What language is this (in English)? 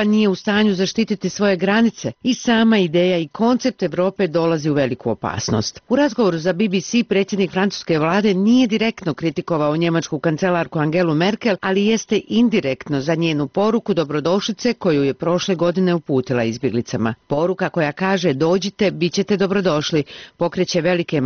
Bosnian